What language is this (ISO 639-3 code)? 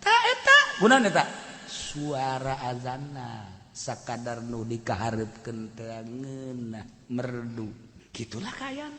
sun